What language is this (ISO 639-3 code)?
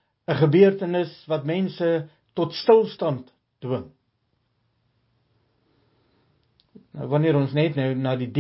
afr